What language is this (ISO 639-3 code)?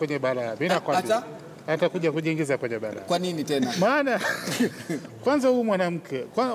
swa